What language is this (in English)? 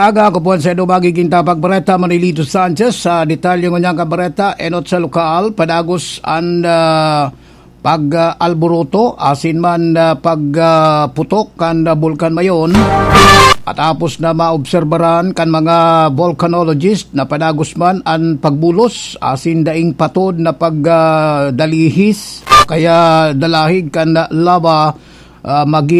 Bikol